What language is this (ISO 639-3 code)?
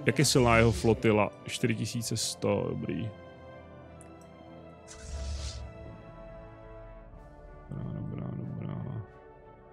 ces